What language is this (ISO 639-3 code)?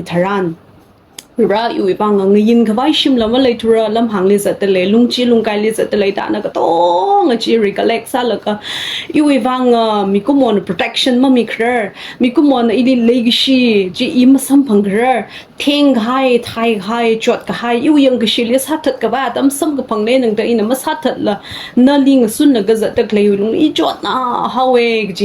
nmf